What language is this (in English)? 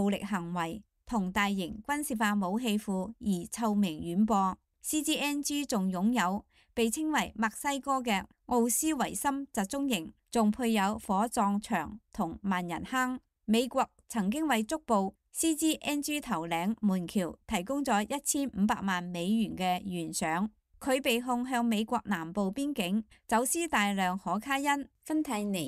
Cantonese